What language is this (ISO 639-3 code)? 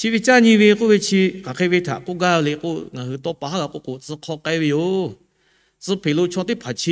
lhu